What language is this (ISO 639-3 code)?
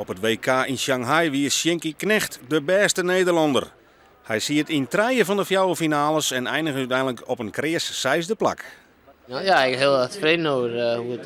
fry